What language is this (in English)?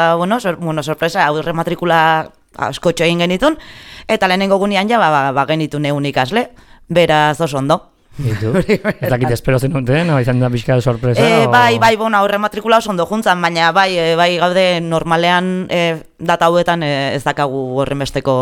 Basque